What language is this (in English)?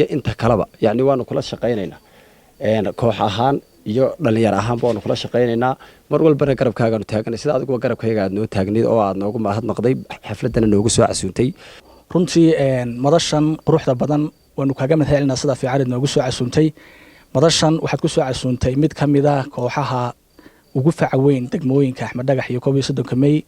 Somali